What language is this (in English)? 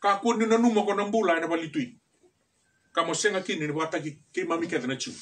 Fijian